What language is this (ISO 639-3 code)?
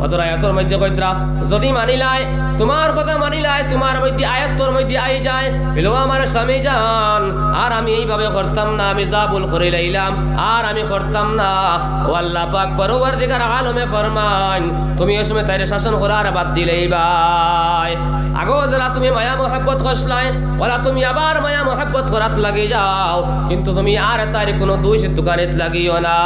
syl